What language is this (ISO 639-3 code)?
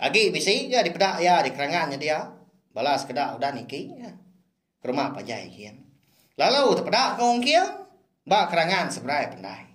iba